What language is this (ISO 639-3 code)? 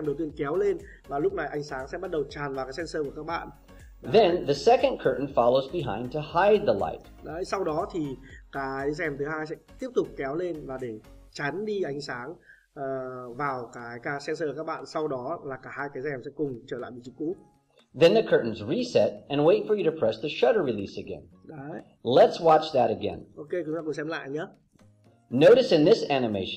vie